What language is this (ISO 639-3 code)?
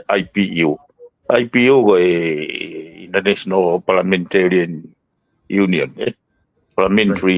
ton